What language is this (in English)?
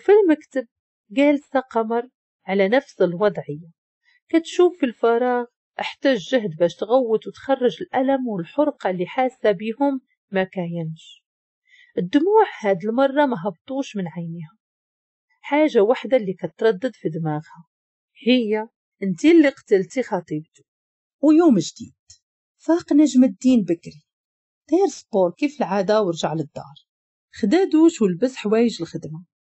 Moroccan Arabic